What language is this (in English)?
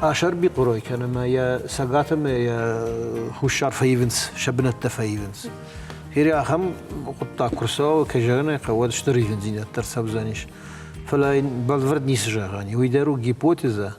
Ossetic